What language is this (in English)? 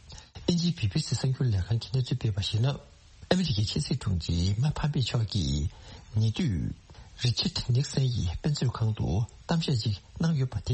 Tibetan